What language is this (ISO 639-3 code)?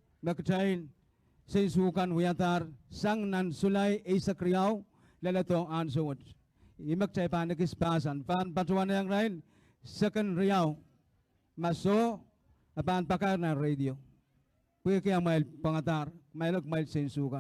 pon